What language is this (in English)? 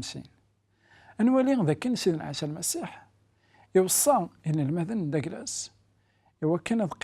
Kabyle